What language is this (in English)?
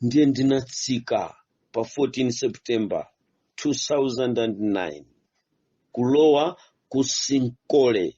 Nyanja